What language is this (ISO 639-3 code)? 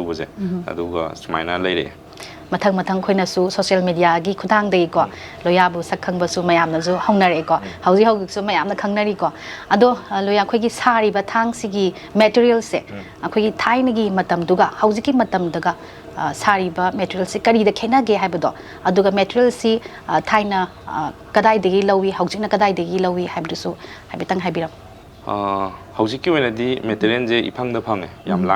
mni